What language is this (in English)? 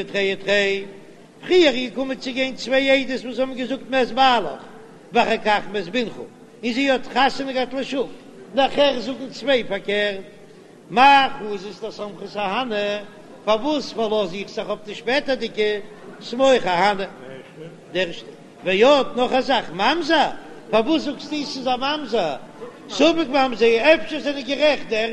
Yiddish